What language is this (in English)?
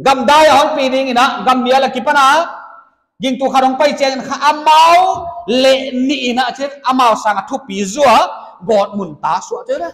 Paite Chin